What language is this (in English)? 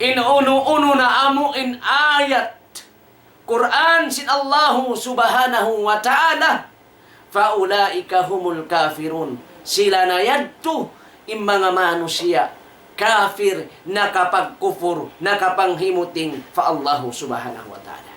Tausug